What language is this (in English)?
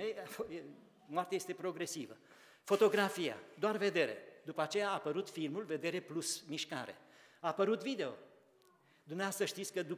Romanian